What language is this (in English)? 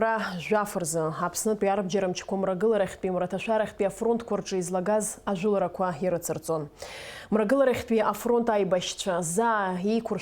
Abkhazian